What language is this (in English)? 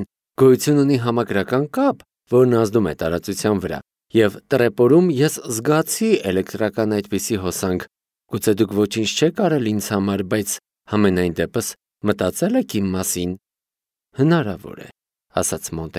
Armenian